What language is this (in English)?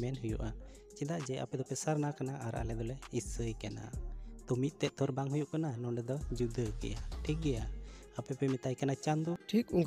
Santali